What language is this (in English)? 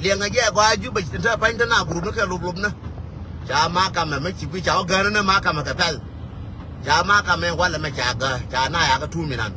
Nuer